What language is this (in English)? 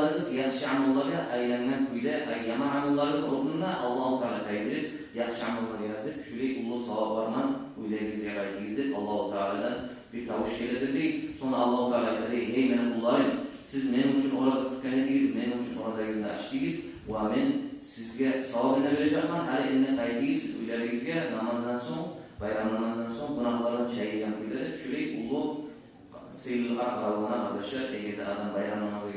Kumyk